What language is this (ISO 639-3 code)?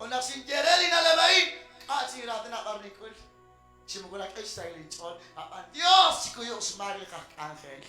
kek